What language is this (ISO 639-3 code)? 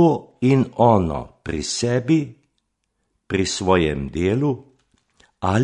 slv